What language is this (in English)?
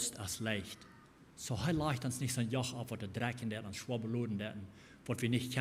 Plautdietsch